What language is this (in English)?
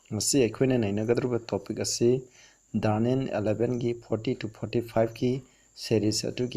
Manipuri